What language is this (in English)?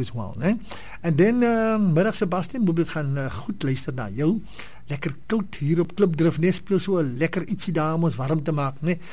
Afrikaans